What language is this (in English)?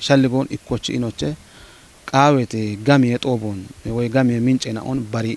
Kafa